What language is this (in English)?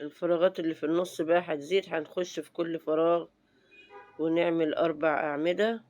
Egyptian Arabic